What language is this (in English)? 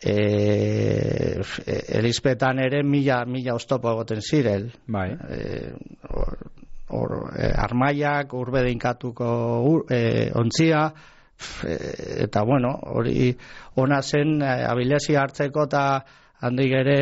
Basque